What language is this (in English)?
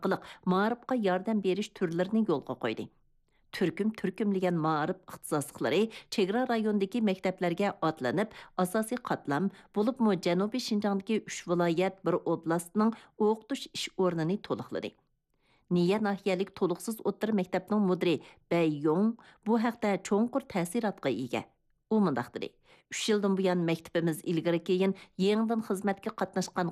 Uyghur